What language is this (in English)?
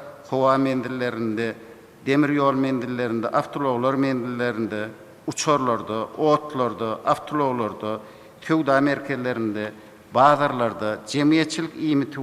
Turkmen